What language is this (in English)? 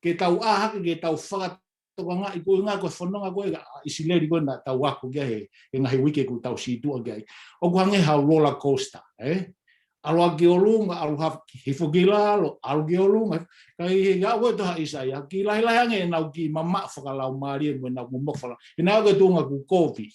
Tongan